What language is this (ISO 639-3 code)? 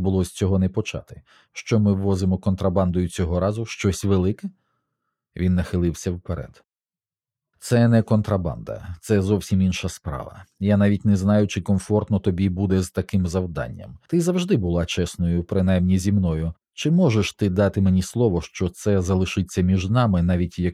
ukr